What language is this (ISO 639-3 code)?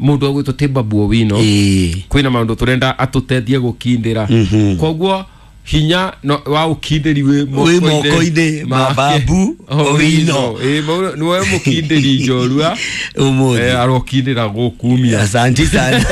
kik